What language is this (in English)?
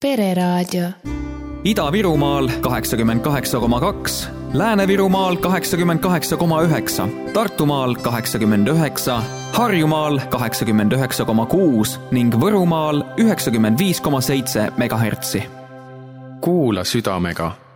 Estonian